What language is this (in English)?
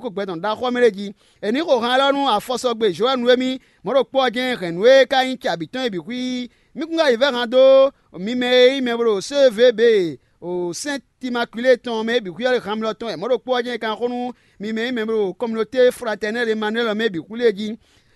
Fon